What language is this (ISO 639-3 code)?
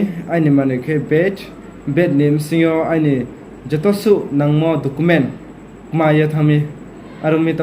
ria